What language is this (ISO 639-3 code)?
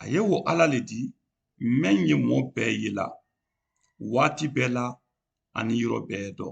man